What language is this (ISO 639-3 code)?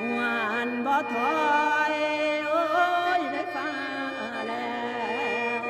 tts